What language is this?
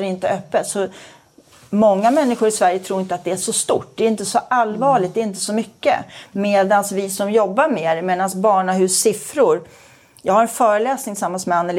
Swedish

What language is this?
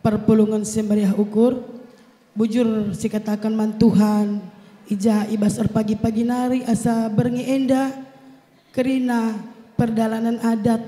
Batak Karo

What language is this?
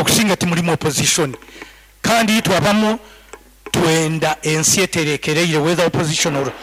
Nyoro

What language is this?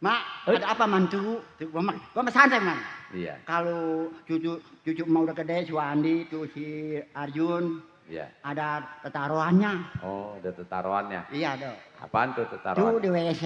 Betawi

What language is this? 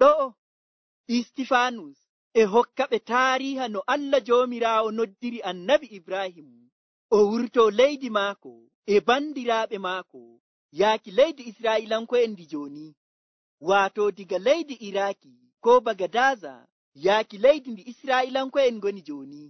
Nigerian Fulfulde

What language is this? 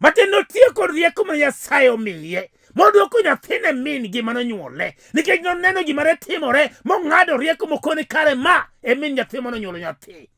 Luo (Kenya and Tanzania)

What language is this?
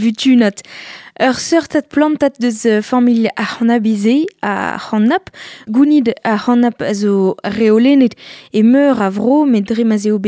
Breton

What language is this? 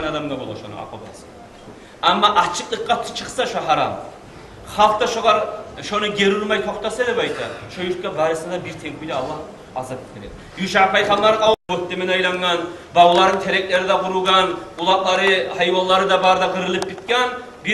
Kumyk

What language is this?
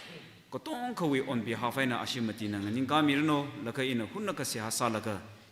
Tangkhul Naga (India)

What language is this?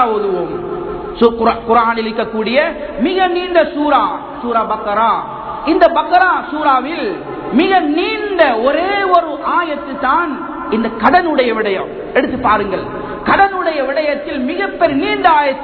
Tamil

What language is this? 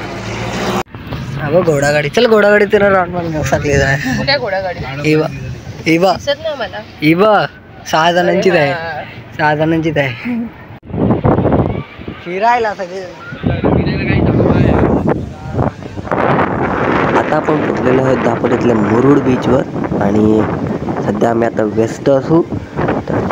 Marathi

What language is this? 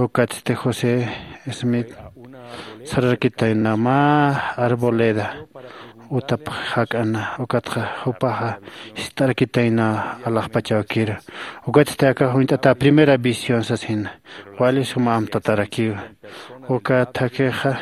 Aymara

